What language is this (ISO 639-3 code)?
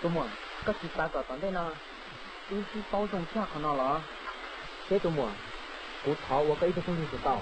hmn